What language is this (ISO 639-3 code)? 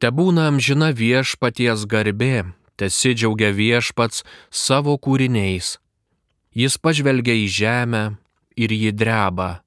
lit